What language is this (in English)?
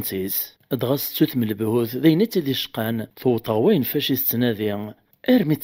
Kabyle